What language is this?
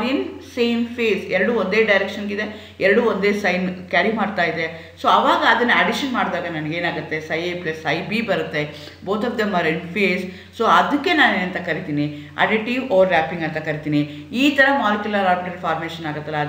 Kannada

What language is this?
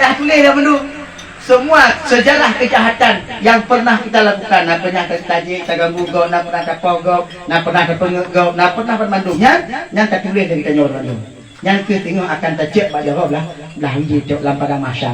Achinese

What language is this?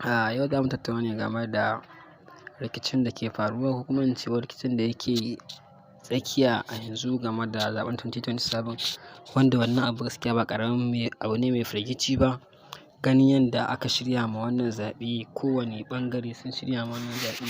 Hausa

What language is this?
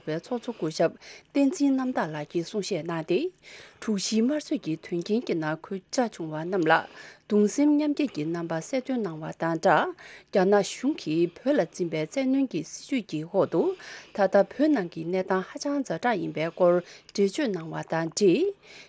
Tibetan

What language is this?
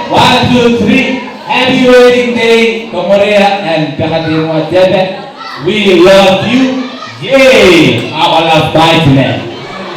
Gilbertese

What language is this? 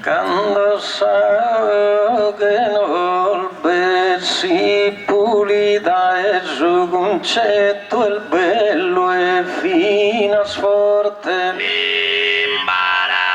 Sardinian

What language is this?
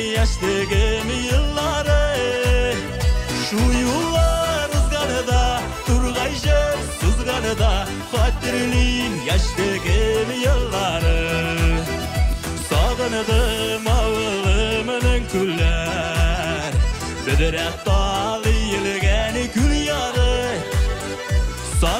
Tatar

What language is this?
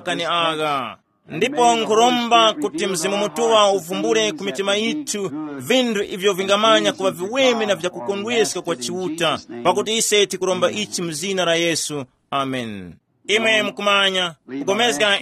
Tumbuka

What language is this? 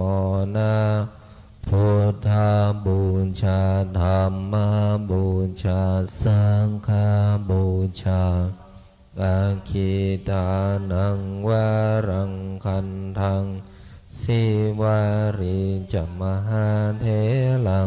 Pali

